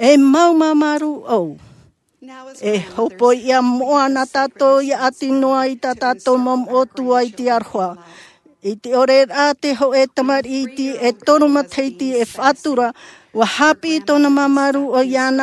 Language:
Tahitian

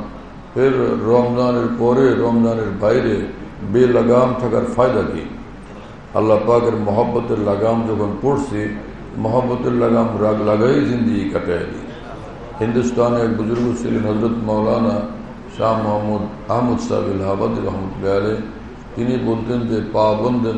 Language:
Bangla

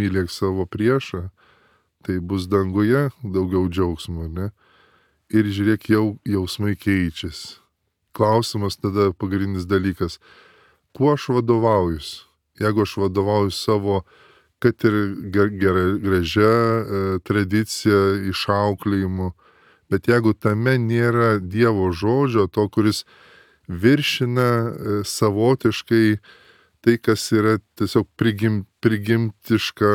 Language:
Lithuanian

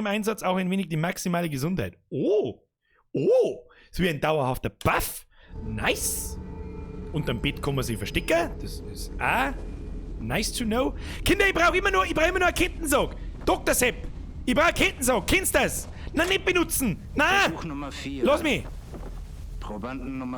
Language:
Bavarian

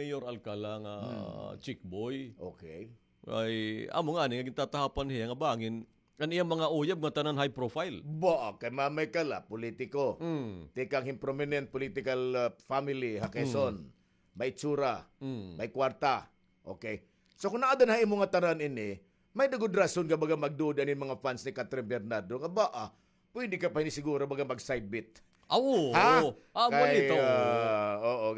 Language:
Waray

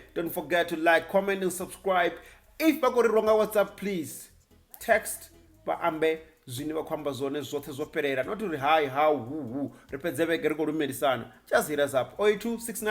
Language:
Venda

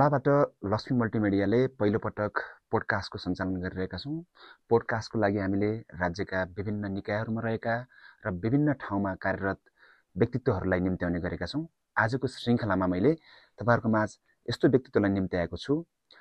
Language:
Nepali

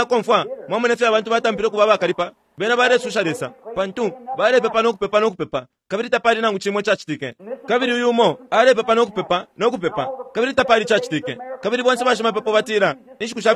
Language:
Bemba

